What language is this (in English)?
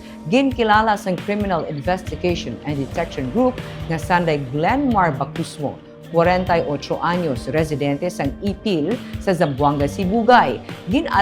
Hiligaynon